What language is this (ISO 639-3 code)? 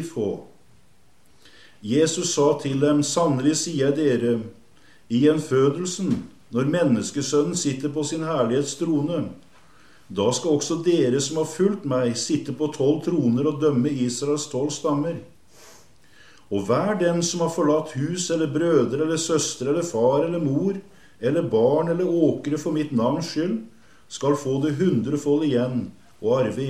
nor